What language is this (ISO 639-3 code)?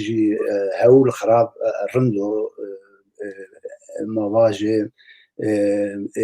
zza